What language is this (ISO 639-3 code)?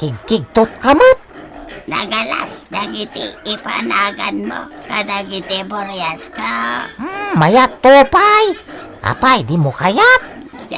ilo